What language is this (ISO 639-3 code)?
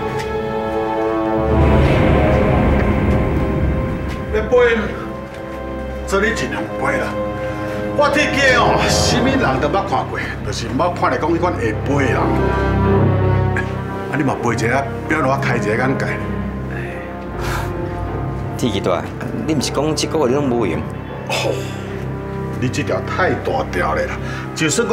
nan